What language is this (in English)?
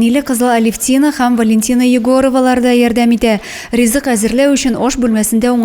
Tatar